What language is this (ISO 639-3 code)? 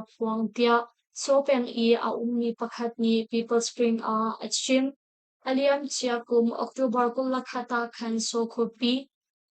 cnh